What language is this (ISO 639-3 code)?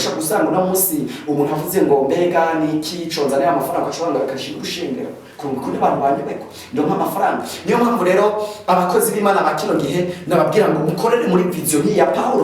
run